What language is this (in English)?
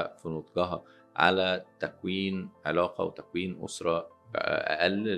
Egyptian Arabic